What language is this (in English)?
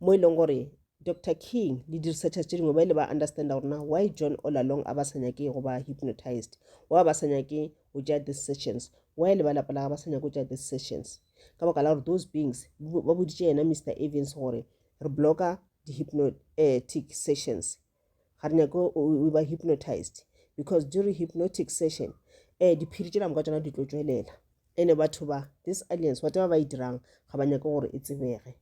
Northern Sotho